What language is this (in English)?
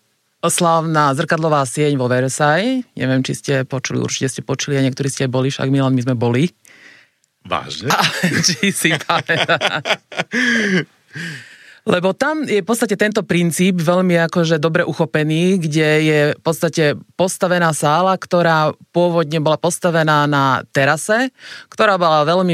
Slovak